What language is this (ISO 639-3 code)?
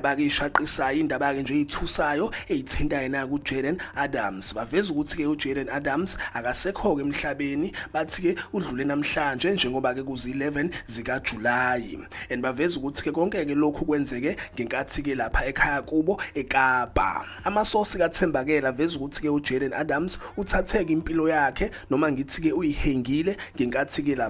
zul